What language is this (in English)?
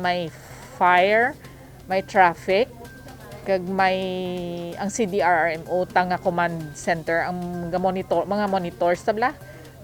Hiligaynon